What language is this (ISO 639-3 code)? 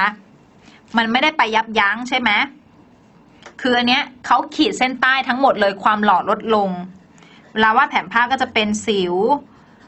tha